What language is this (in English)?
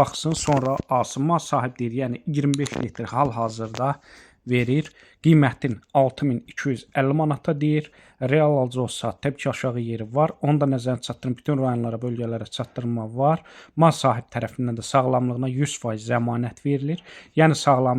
Azerbaijani